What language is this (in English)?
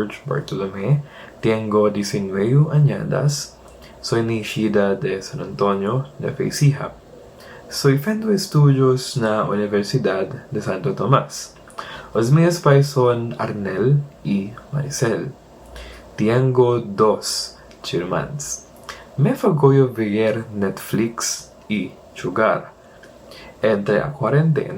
Aragonese